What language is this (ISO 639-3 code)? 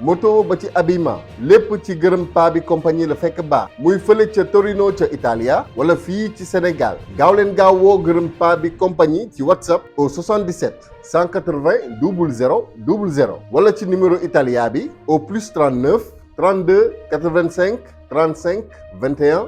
wol